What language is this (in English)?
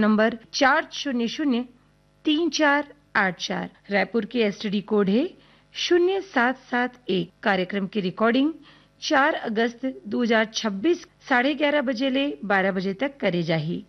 Chhattisgarhi